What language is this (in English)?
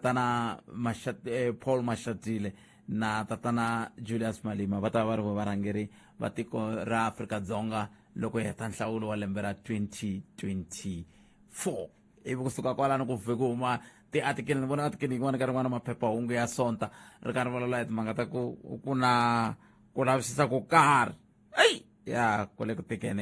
Tsonga